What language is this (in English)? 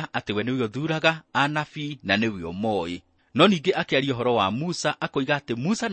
Kikuyu